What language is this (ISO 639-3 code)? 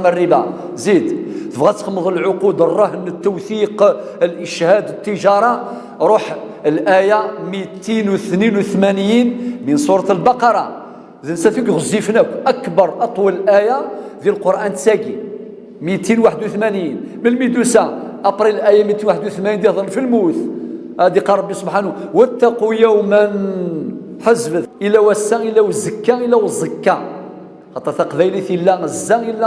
kab